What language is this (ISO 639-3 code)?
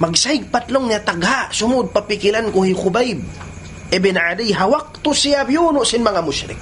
tsg